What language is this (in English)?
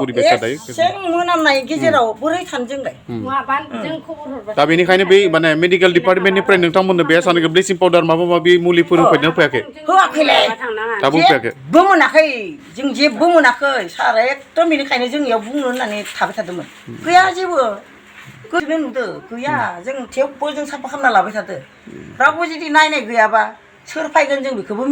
Bodo